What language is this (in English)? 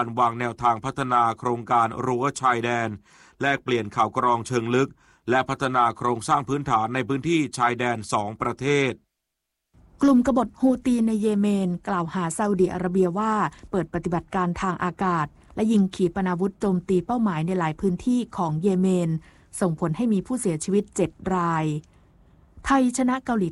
Thai